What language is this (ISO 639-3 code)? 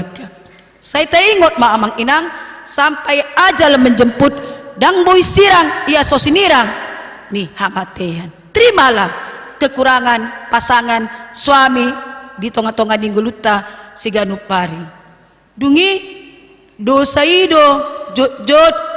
bbc